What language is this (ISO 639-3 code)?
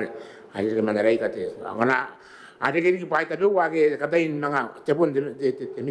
gil